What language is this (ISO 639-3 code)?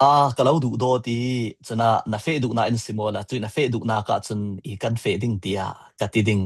cfm